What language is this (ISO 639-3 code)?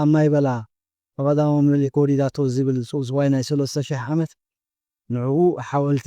tir